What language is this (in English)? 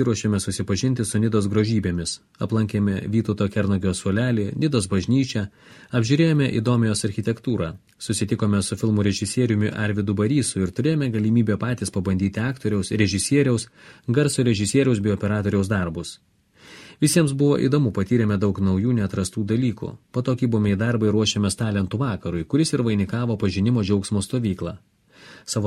Lithuanian